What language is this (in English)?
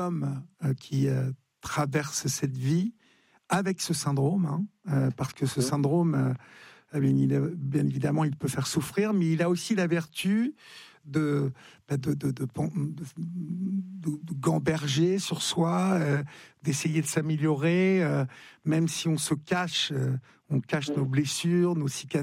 French